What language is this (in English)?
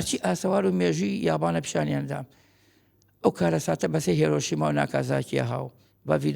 Central Kurdish